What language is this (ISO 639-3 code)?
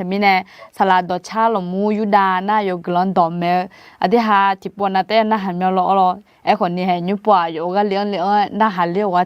ahk